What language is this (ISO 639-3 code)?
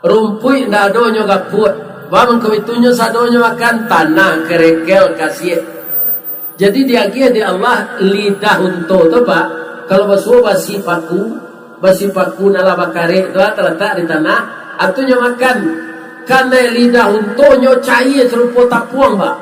min